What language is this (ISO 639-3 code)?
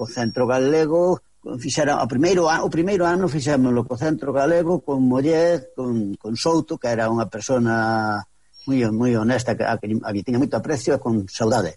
glg